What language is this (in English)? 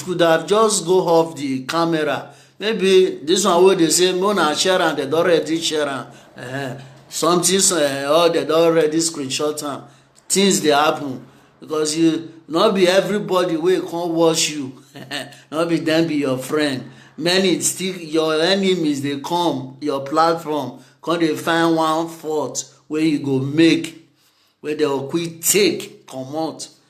Nigerian Pidgin